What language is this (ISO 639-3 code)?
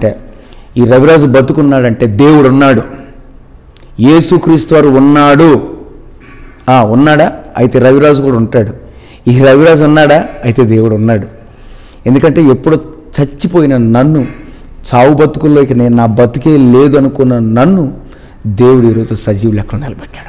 tel